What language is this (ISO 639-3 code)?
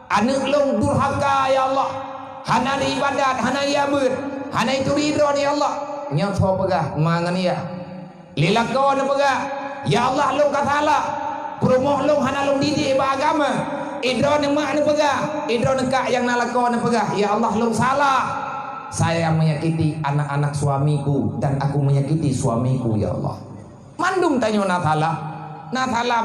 ace